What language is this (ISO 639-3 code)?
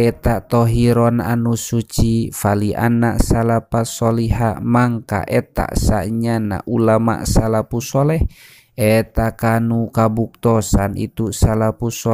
sun